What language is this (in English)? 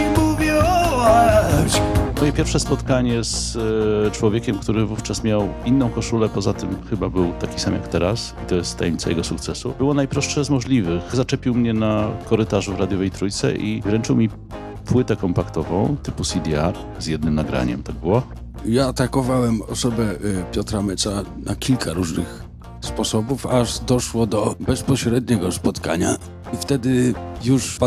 Polish